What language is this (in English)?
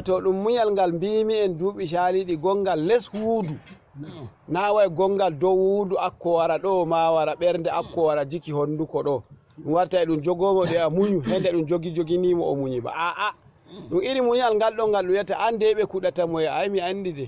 Fula